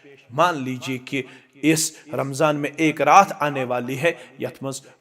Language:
Kashmiri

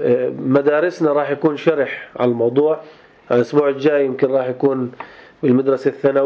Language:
North Levantine Arabic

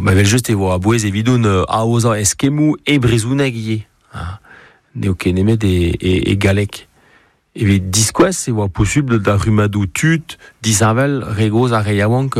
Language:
Breton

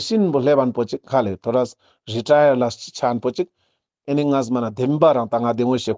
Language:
Ladakhi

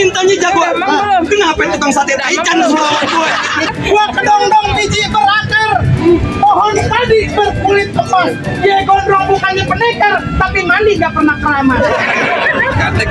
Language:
Betawi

